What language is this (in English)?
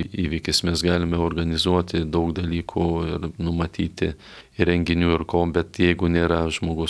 Lithuanian